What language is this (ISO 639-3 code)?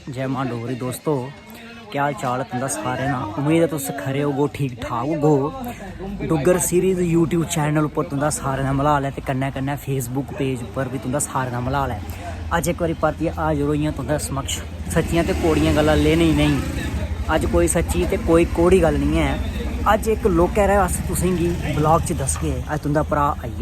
doi